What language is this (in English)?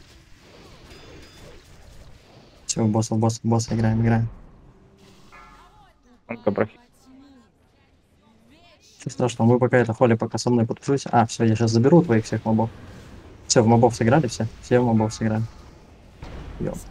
Russian